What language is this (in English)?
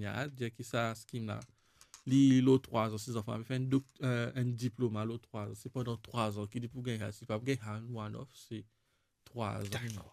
Morisyen